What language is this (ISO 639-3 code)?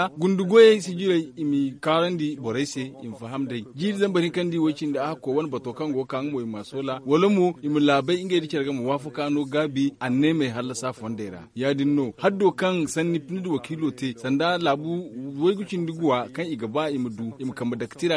dje